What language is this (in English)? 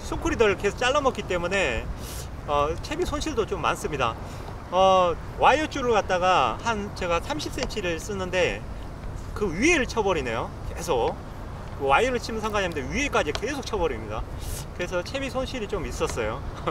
Korean